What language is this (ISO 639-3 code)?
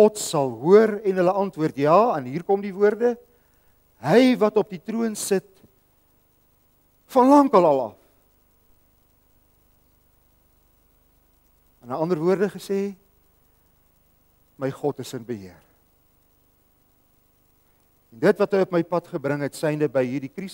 afr